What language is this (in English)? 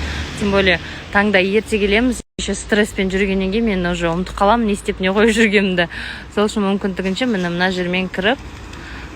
Kazakh